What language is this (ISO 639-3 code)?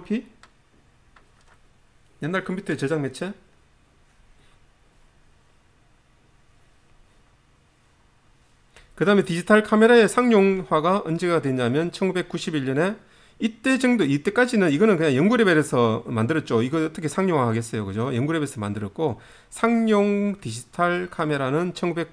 kor